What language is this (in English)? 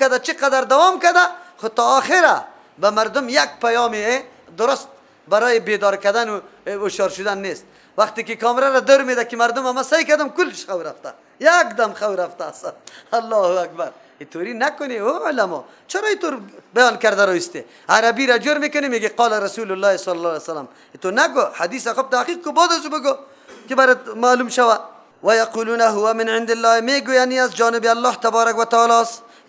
Persian